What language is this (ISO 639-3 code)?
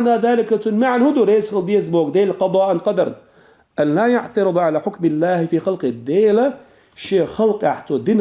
che